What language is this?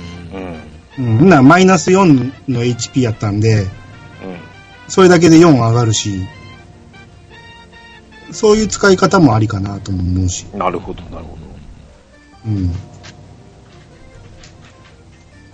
Japanese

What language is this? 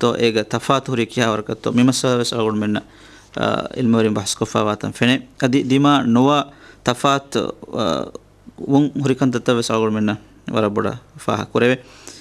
Divehi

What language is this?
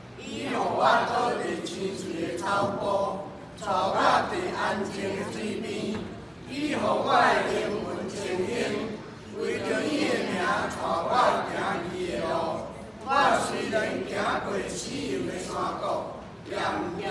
Min Nan Chinese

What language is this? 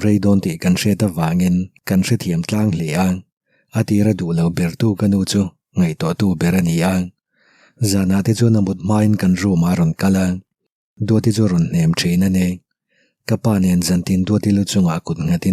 Mizo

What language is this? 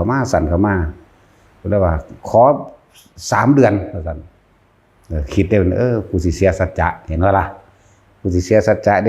Northeastern Thai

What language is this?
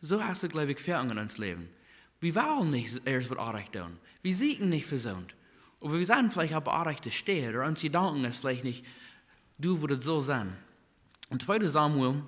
Plautdietsch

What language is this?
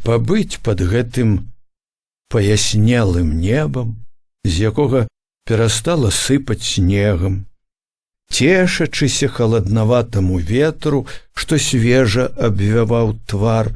Belarusian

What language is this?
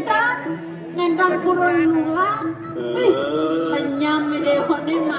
Balinese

